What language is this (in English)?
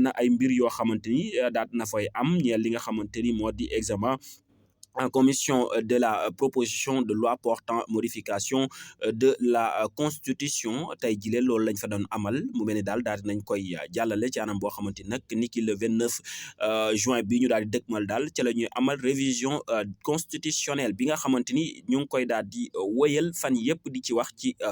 Wolof